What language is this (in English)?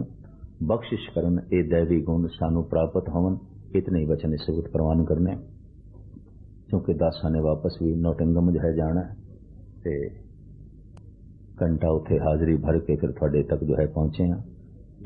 Punjabi